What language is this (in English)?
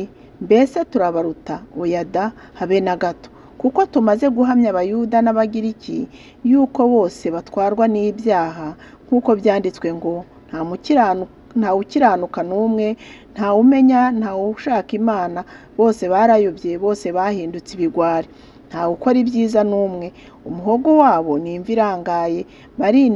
Kinyarwanda